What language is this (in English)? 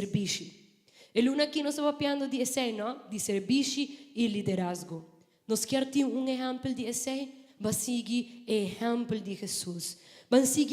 Papiamento